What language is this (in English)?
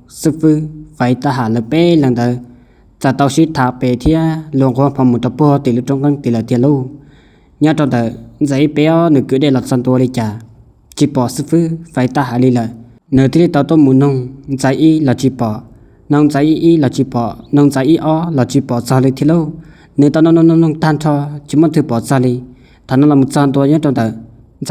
Hmong